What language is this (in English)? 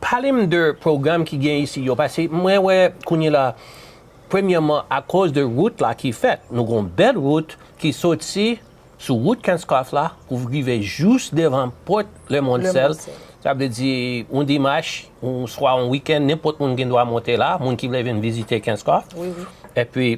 Haitian Creole